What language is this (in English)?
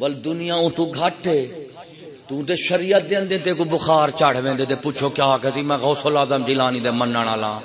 Saraiki